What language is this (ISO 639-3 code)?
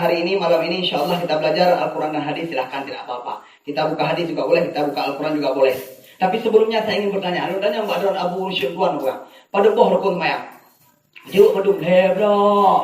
ace